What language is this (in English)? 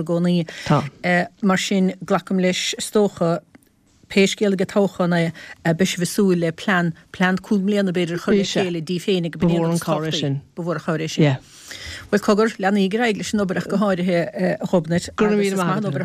Irish